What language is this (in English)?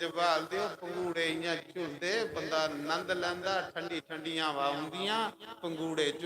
Dogri